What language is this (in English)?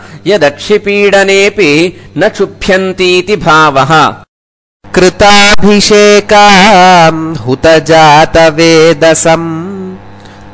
Sanskrit